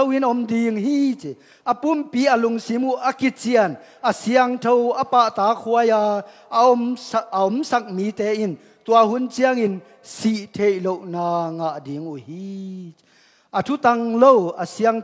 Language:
Tedim Chin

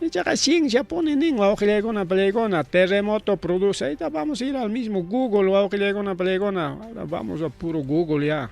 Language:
Ayacucho Quechua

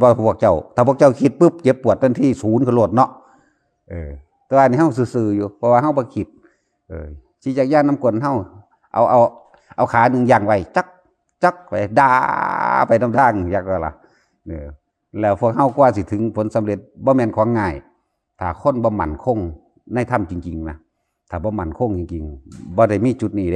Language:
Lao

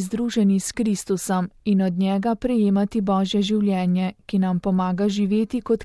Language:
Slovenian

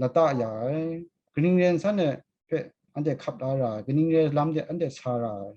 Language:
Kachin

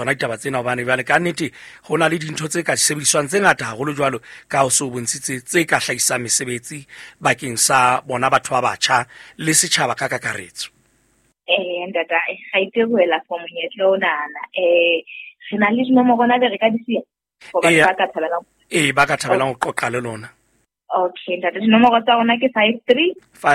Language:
Southern Sotho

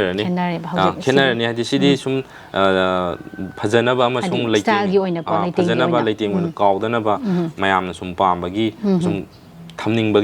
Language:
Manipuri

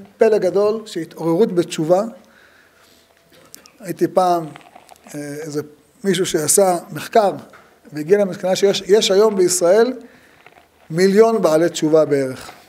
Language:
Hebrew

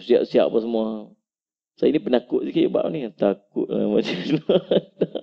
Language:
Malay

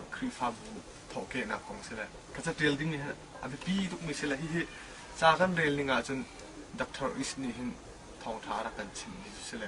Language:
Hakha Chin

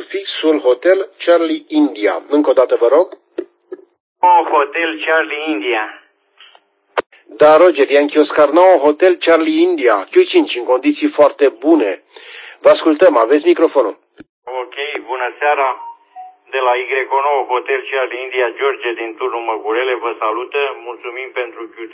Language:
Romanian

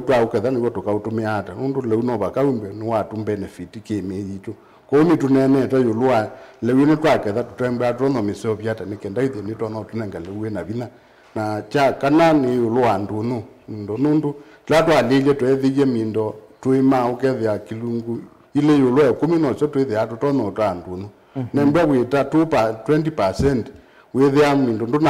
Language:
Kamba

